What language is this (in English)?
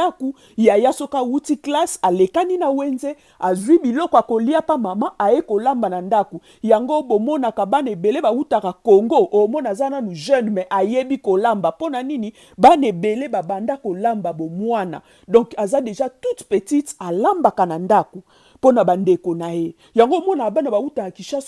Lingala